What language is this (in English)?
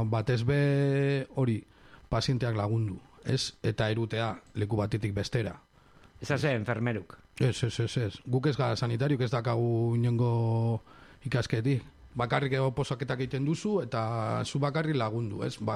Basque